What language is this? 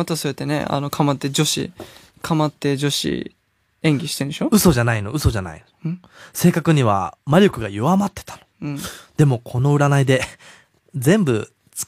Japanese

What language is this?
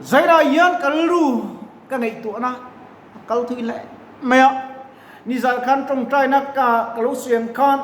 Mizo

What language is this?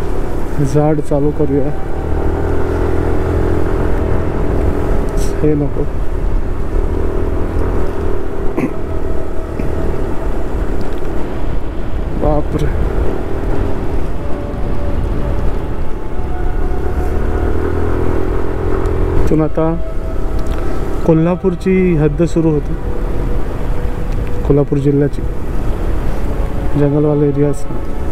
Marathi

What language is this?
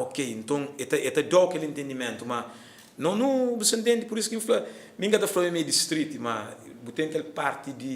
Kabuverdianu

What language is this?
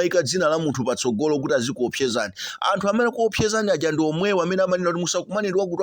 Nyanja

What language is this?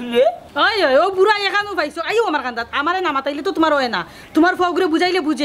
Sylheti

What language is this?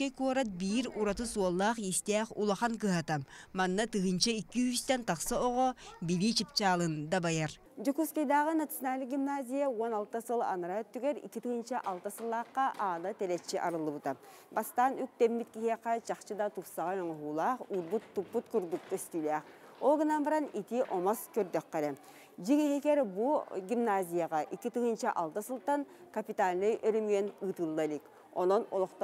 Yakut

